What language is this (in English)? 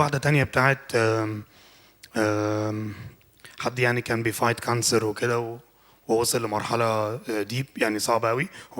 Egyptian Arabic